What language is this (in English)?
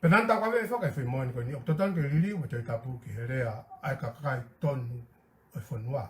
Tongan